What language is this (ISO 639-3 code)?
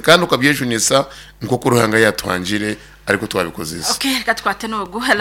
nyn